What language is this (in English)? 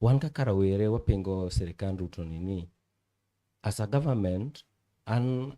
Luo (Kenya and Tanzania)